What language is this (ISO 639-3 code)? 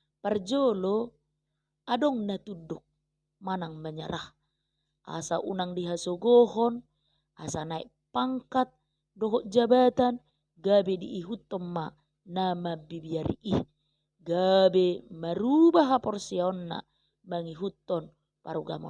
bbc